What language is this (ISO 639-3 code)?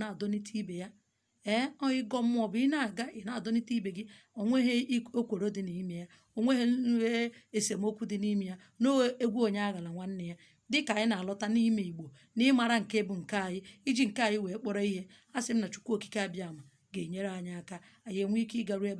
ibo